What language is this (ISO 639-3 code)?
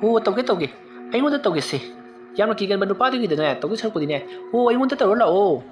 mni